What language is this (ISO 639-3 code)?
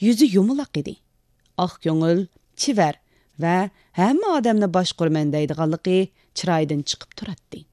uig